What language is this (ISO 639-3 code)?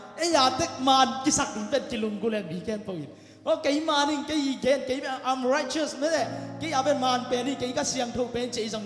ctd